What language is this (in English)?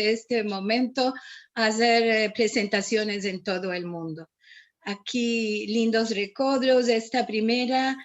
Ladino